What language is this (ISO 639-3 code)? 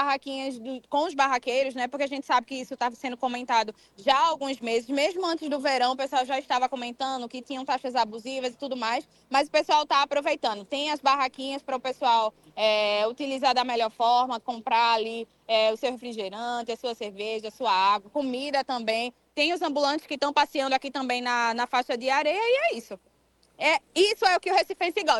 por